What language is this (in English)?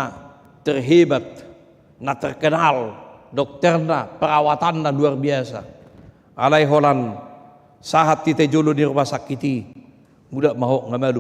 Batak Toba